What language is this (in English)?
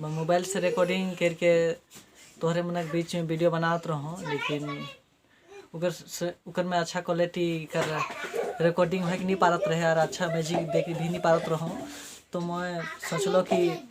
Sadri